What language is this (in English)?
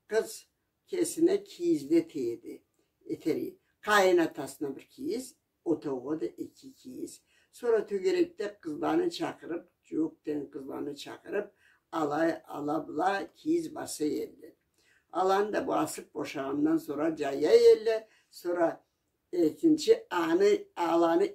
Karachay-Balkar